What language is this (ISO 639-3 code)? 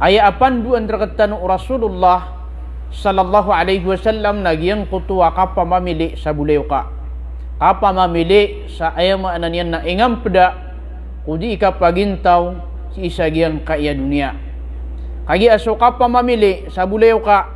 mrw